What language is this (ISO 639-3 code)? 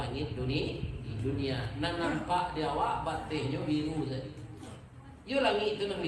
min